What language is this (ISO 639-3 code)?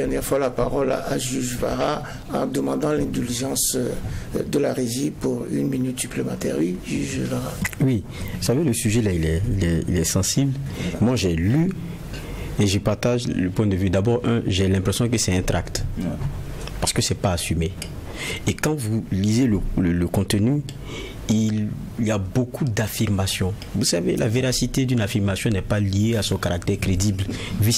fra